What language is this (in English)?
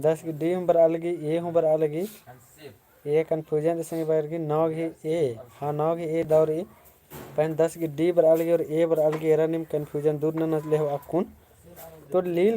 Kurukh